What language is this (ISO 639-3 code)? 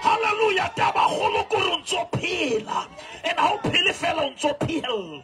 sot